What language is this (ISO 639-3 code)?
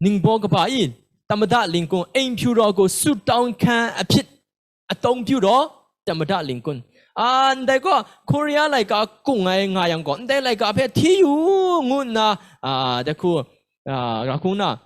kac